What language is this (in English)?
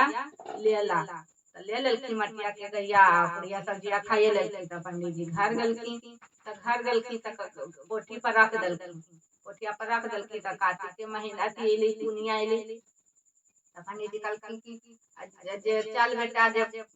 Magahi